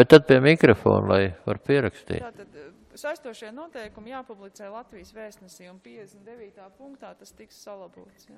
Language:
Latvian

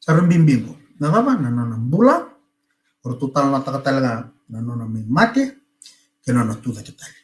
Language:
Fijian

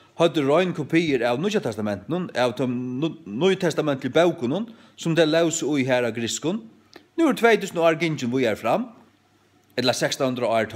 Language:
Faroese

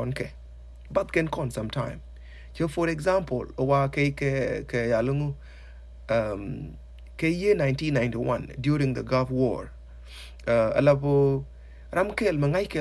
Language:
Nuer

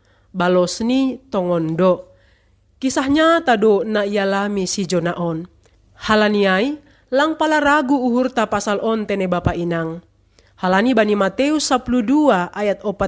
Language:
Batak Simalungun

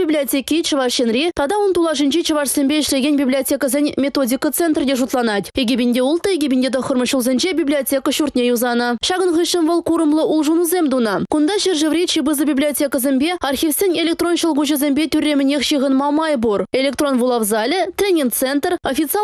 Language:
Chuvash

